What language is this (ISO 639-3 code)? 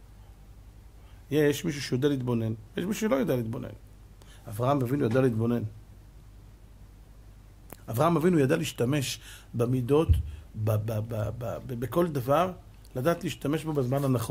heb